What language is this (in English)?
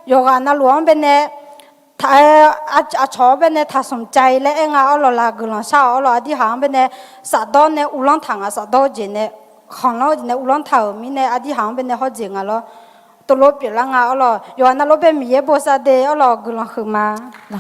Akha